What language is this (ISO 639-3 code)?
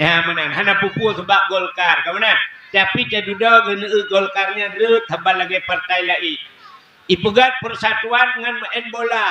ace